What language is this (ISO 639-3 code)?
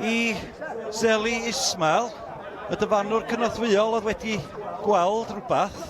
cym